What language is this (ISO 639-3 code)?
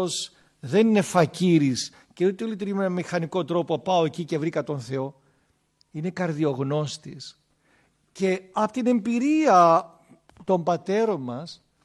ell